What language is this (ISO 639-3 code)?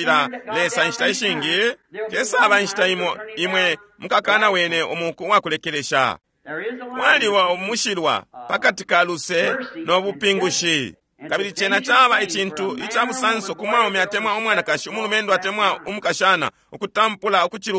bem